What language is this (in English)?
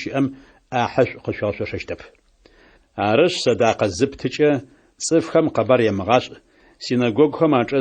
Adyghe